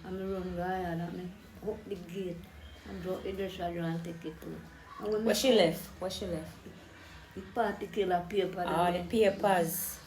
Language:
Jamaican Creole English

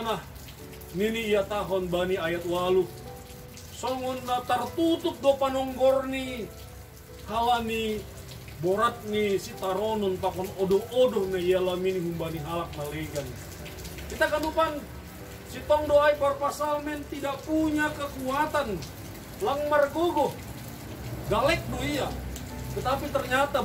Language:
Batak Simalungun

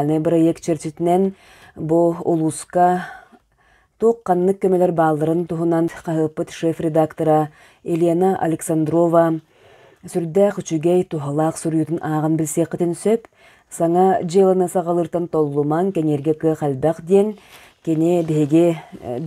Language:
Yakut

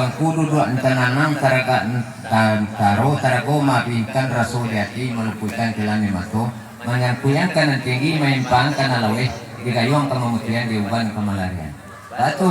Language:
Minangkabau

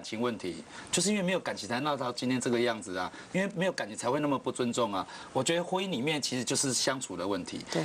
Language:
Chinese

